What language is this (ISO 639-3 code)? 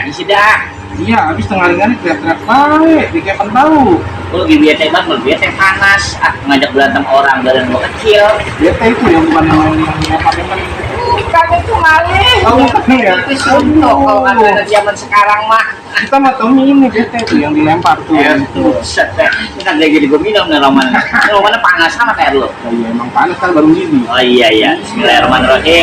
bew